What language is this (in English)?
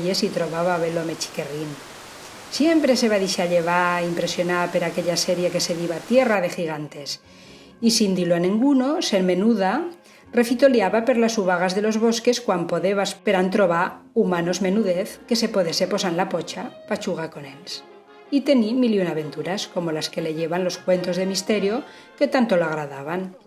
Aragonese